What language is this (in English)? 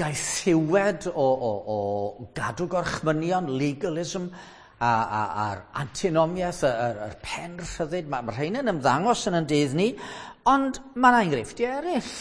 Welsh